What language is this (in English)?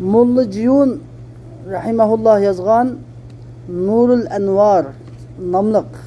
Uyghur